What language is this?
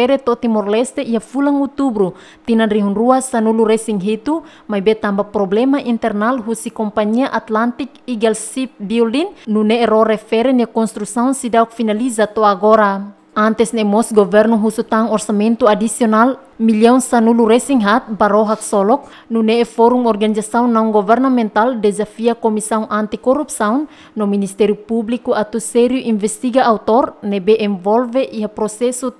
Tetum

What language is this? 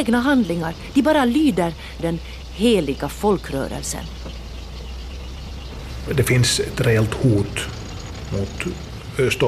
Swedish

